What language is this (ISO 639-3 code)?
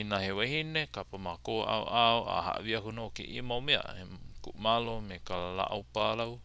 haw